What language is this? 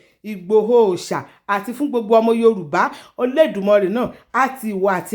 Yoruba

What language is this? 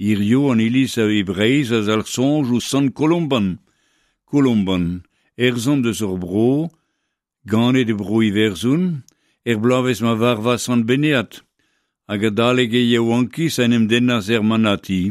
Breton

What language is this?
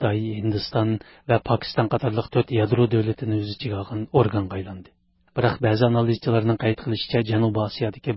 Uyghur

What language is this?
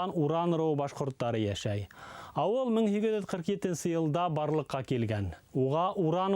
Bashkir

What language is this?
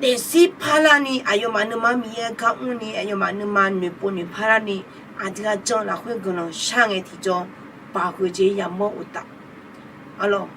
Akha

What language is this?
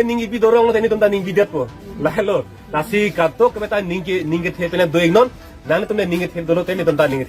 Karbi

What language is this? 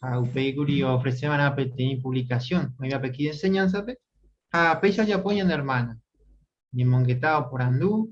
Guarani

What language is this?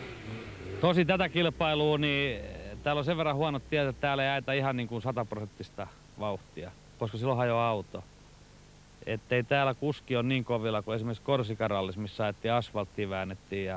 Finnish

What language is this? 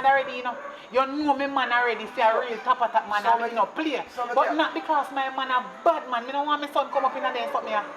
Jamaican Creole English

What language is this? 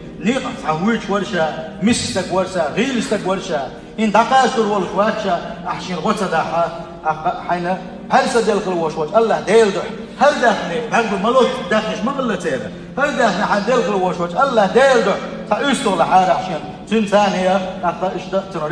Chechen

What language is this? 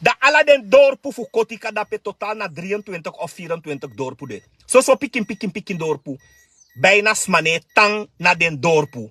Sranan Tongo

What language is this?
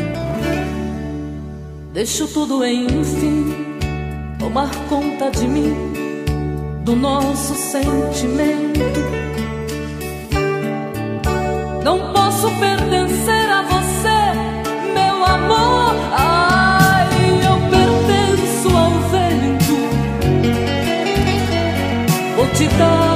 Portuguese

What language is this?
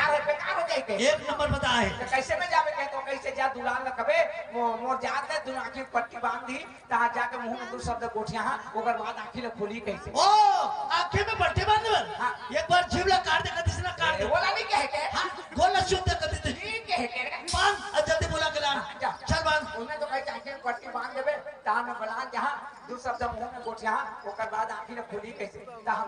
Chhattisgarhi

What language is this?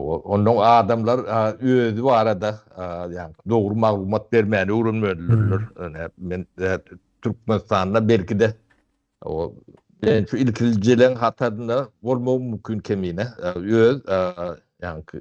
Turkmen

